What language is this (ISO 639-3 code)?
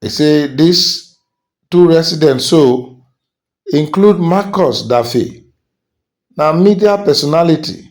pcm